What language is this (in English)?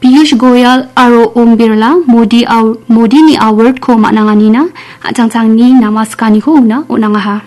Garo